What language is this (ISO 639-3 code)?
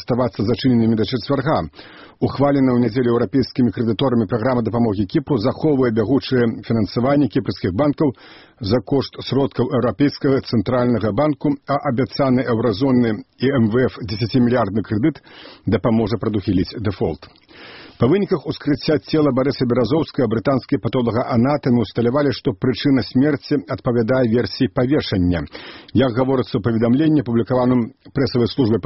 bel